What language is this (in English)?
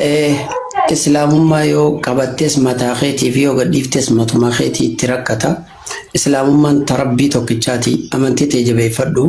Oromo